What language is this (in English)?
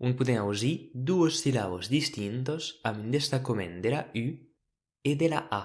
Occitan